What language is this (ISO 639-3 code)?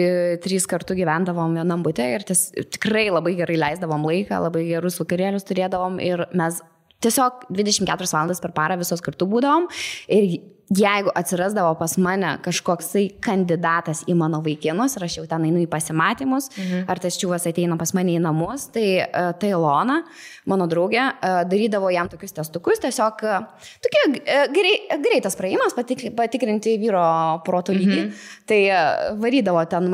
lit